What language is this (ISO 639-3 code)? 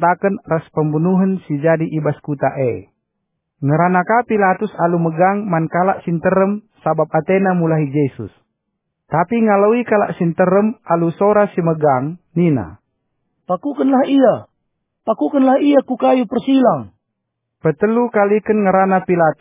btx